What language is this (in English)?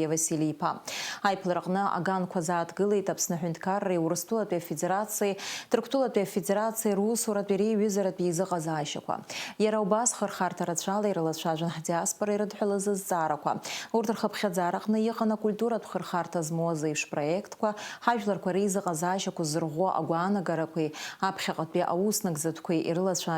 Abkhazian